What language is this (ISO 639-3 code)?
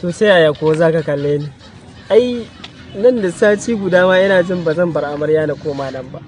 hau